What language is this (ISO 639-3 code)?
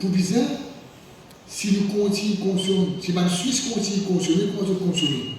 mfe